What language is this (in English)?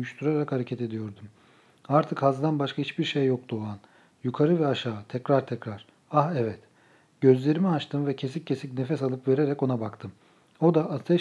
Turkish